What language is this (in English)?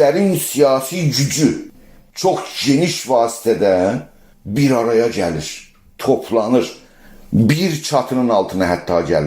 South Azerbaijani